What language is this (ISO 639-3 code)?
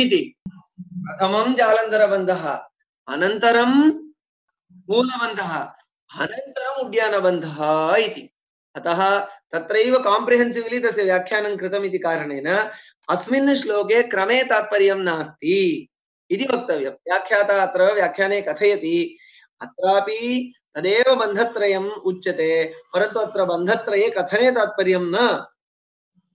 san